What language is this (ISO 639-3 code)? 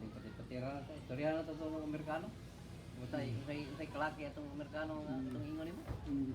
ceb